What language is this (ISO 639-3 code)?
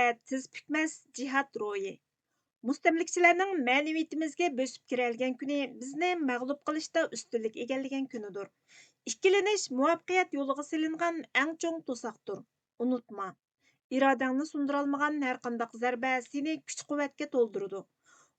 uig